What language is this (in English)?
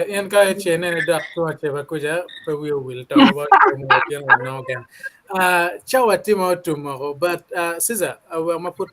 Acoli